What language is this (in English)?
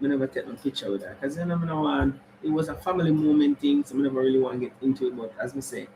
Jamaican Creole English